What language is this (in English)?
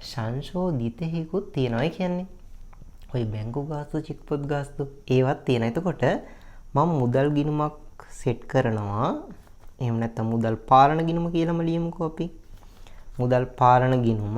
Sinhala